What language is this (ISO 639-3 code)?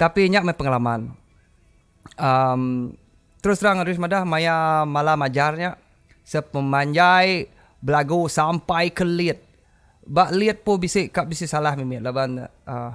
iba